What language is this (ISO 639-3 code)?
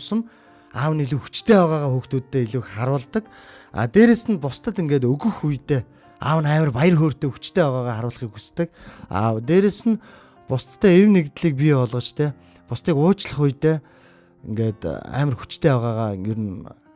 mon